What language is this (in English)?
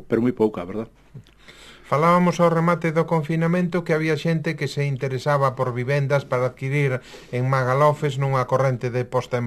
Galician